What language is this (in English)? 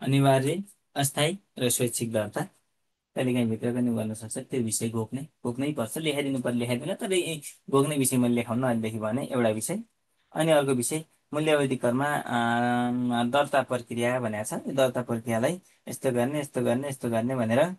Nepali